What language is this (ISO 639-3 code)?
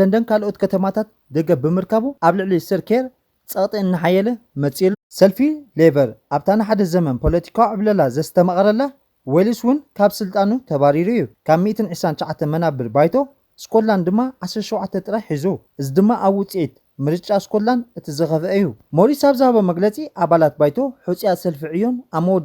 tir